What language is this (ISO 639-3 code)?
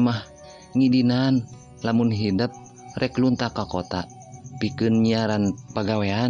sun